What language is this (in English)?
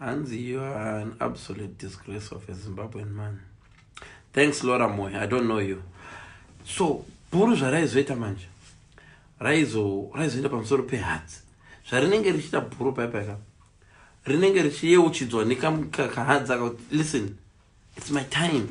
Shona